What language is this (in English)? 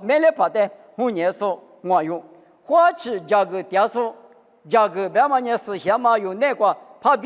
Lisu